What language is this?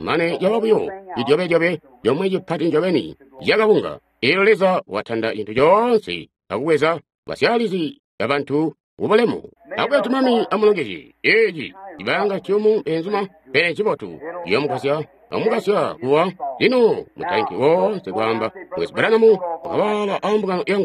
Tonga (Zambia)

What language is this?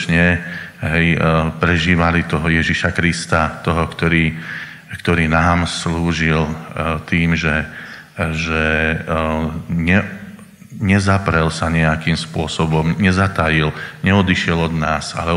Slovak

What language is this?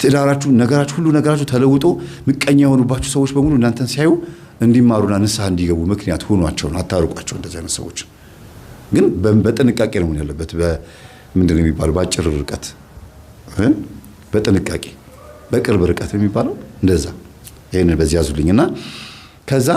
Amharic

